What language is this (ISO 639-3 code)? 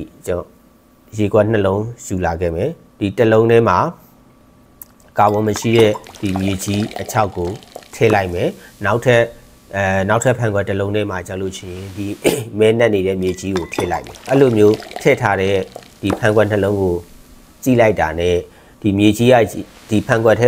mya